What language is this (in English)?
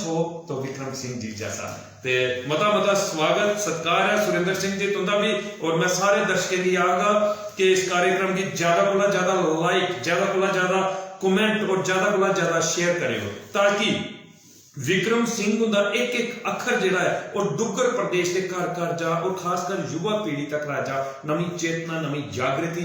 Dogri